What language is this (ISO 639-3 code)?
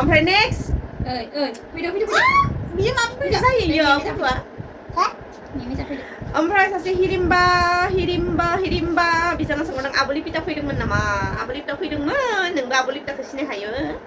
brx